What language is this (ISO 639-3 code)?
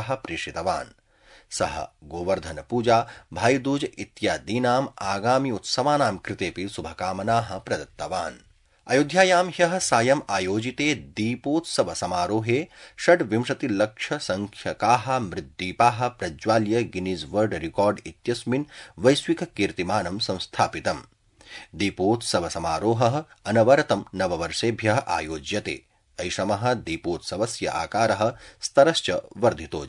san